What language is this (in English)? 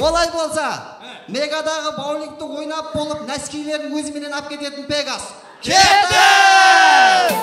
Kara-Kalpak